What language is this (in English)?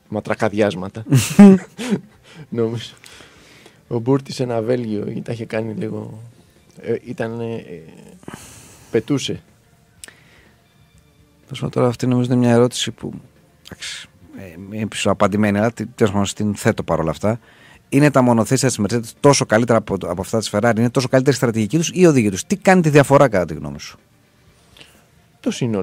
Greek